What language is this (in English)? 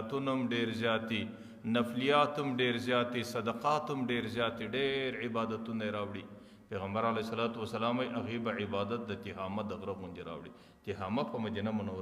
Pashto